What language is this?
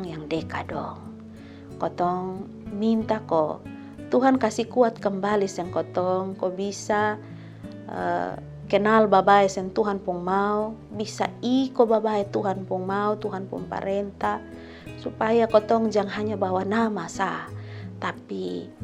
Kupang Malay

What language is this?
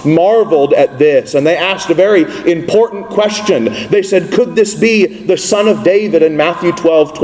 English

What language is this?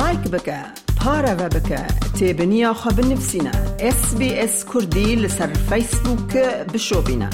Kurdish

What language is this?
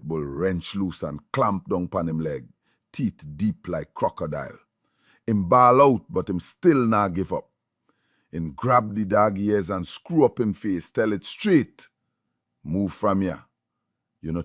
Jamaican Creole English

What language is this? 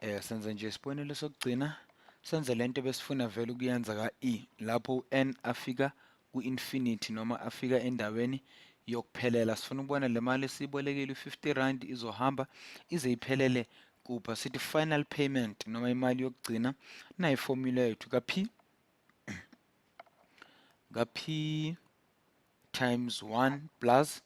Zulu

